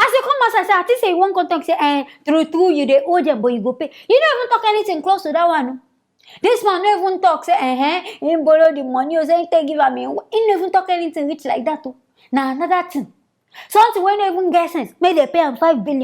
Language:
Nigerian Pidgin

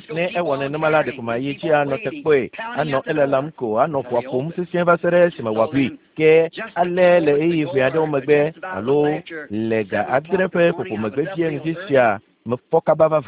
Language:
Ewe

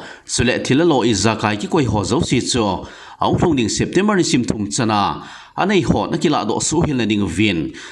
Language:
Thado Chin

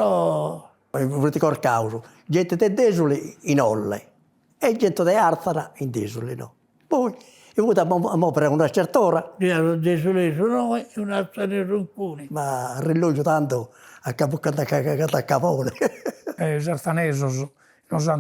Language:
Sardinian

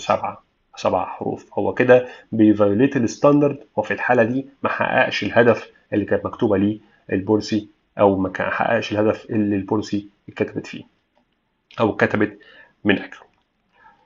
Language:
Egyptian Arabic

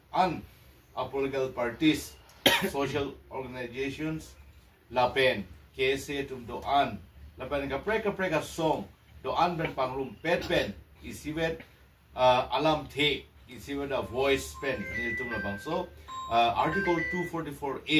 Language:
Karbi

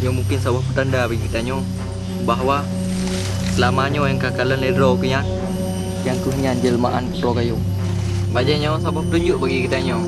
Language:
Achinese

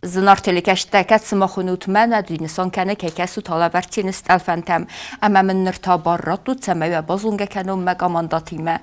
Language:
Ossetic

